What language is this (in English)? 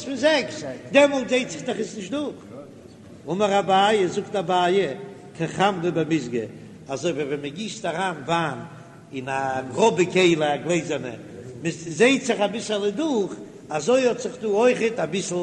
Yiddish